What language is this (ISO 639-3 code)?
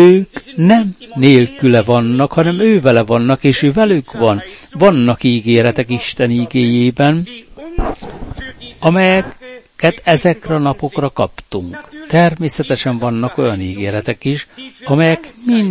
hun